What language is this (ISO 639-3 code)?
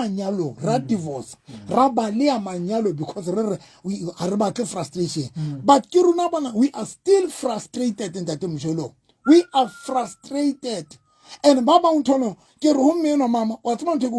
sot